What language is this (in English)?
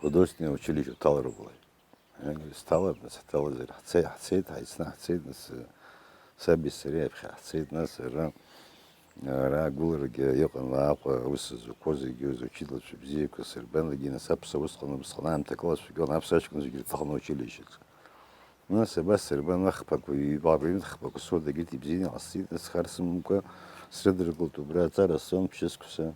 Abkhazian